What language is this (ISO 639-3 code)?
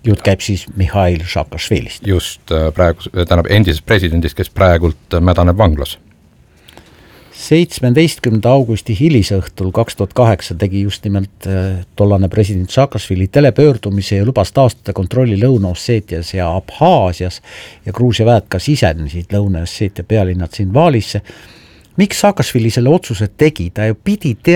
est